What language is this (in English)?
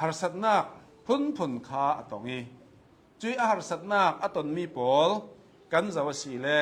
Hakha Chin